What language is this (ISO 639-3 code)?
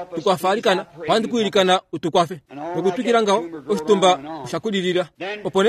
kua